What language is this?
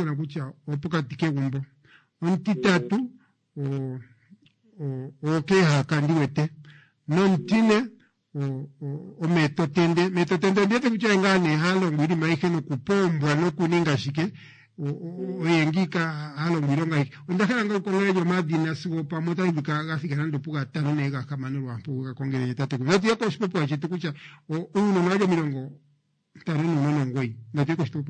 Kuanyama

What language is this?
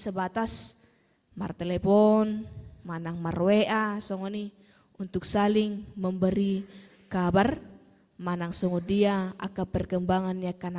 Batak Toba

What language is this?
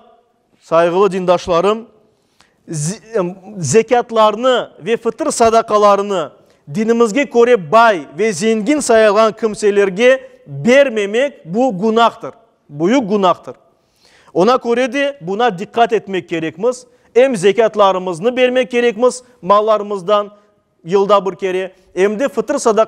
Crimean Tatar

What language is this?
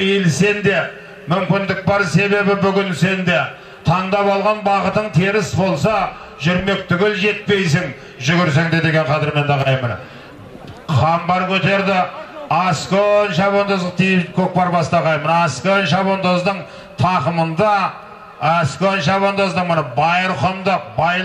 Kazakh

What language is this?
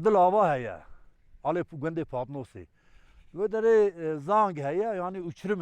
Kurdish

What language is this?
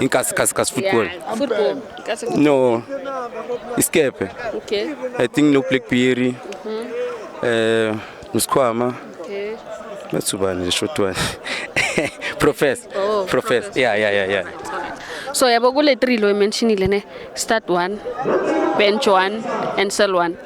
Zulu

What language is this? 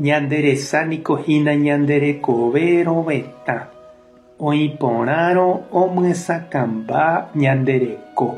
Guarani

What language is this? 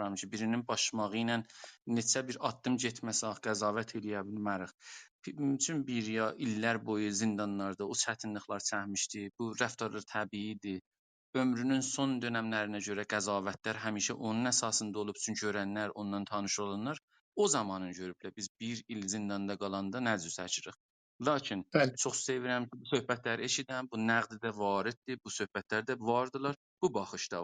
South Azerbaijani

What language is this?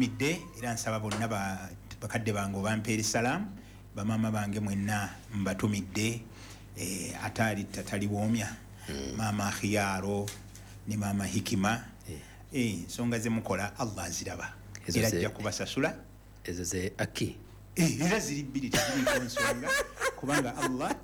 Ganda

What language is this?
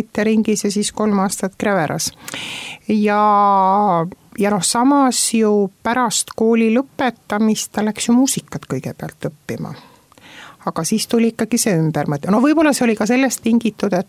Estonian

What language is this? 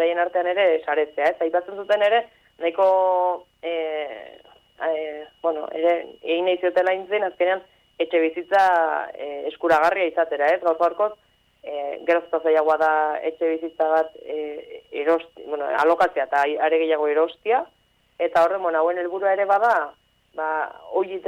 Basque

